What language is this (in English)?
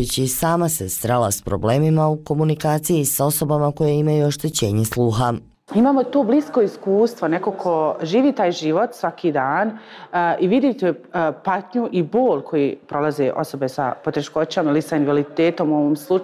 Bosnian